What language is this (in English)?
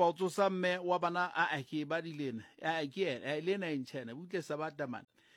Southern Sotho